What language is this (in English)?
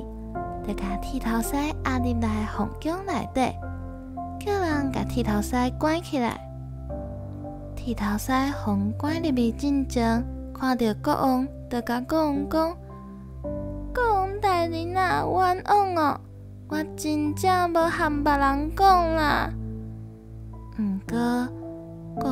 Min Nan Chinese